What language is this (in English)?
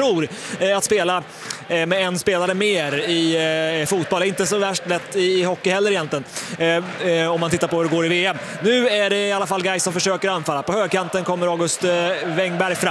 Swedish